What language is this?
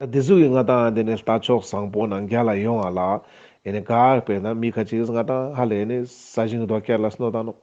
Ladakhi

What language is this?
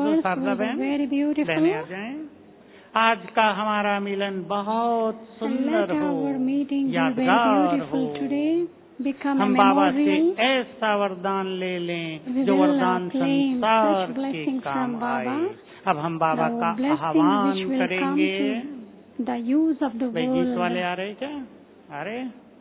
Hindi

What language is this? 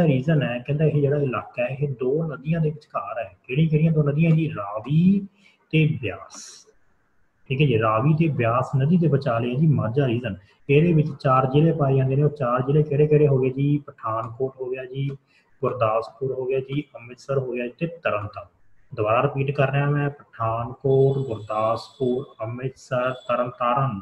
Punjabi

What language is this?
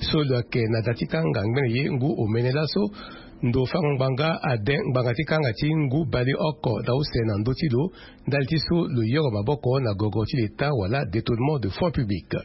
Sango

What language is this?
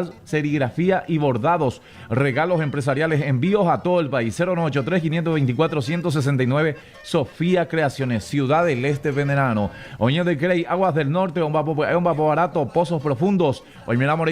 Guarani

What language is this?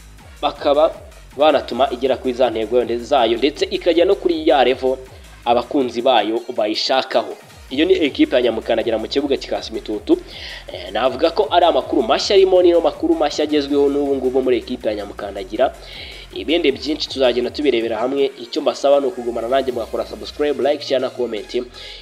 Kinyarwanda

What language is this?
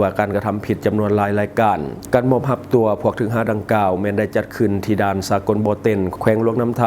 Lao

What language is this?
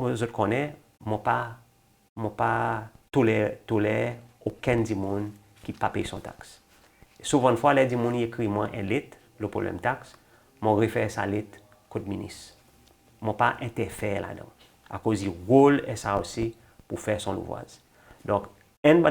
Seselwa Creole French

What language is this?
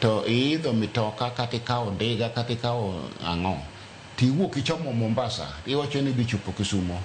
Luo (Kenya and Tanzania)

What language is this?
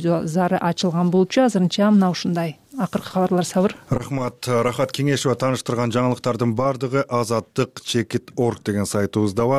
Kyrgyz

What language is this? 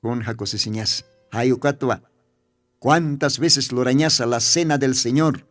Aymara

